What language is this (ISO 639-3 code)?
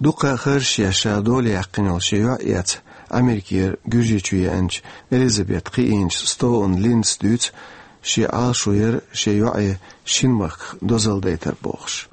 che